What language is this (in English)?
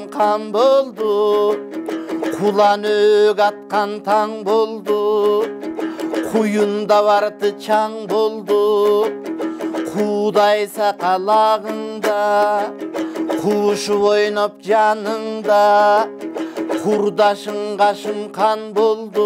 Kyrgyz